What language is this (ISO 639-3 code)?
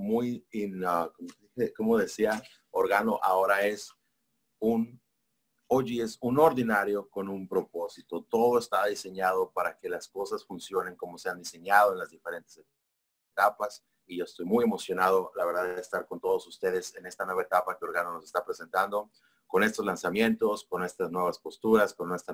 spa